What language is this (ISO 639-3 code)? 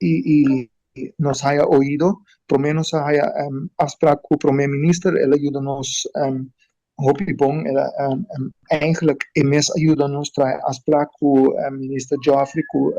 pap